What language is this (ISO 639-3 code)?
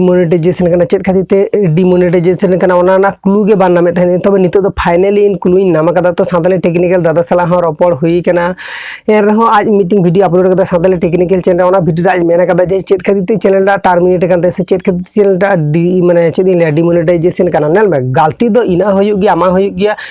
sat